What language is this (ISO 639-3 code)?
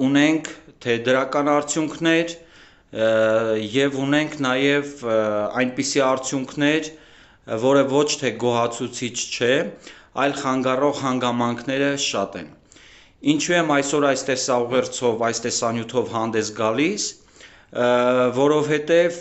hye